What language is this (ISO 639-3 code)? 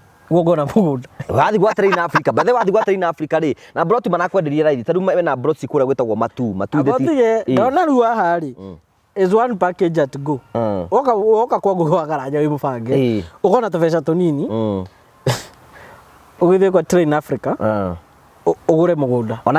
kik